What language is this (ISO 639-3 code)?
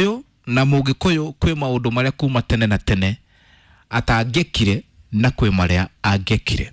kik